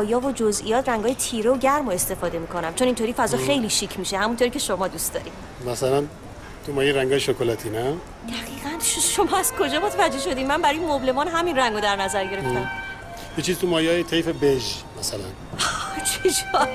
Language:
Persian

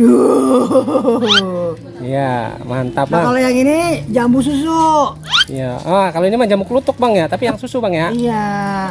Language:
Betawi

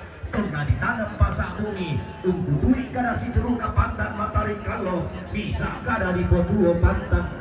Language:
Toraja-Sa'dan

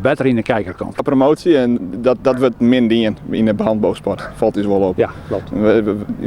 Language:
Western Frisian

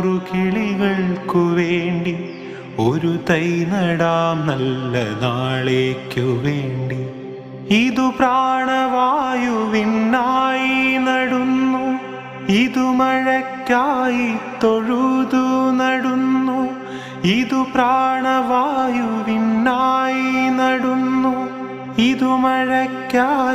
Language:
Malayalam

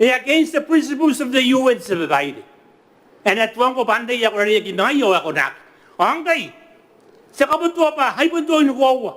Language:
Gilbertese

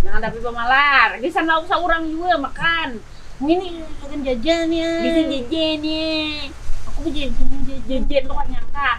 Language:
Banjar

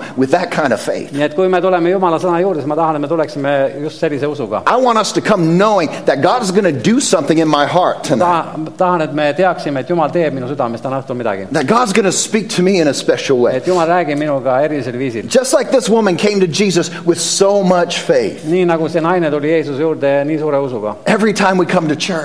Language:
Estonian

